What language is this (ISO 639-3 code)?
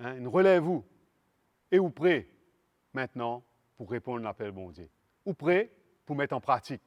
mfe